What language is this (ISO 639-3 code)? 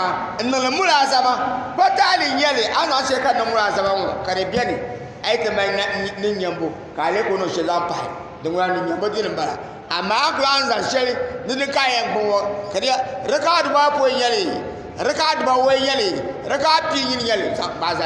dag